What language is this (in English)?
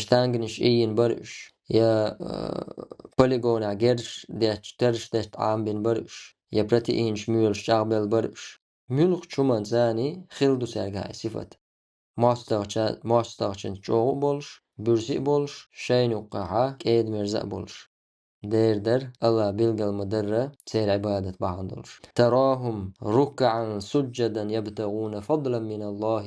Chechen